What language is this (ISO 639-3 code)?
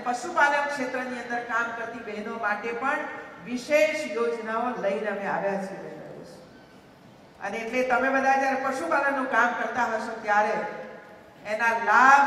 guj